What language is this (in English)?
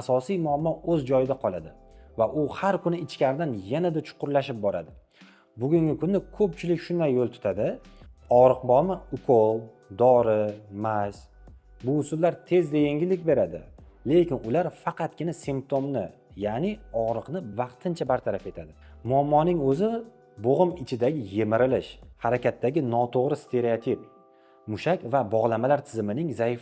Uzbek